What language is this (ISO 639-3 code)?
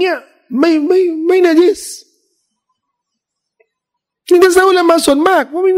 tha